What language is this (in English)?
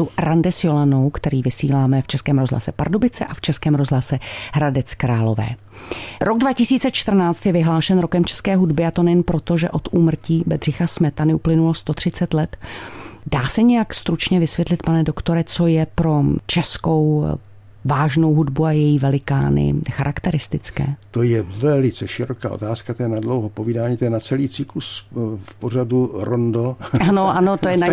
Czech